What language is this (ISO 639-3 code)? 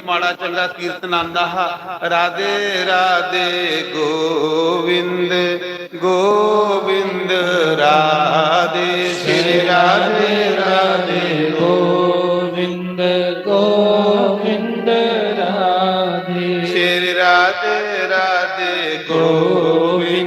doi